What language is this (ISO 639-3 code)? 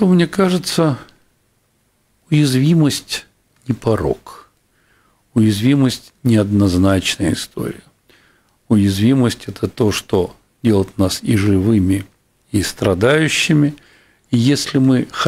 rus